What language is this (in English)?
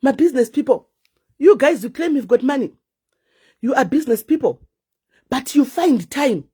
Shona